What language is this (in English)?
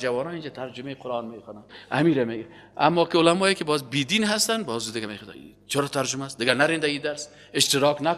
Persian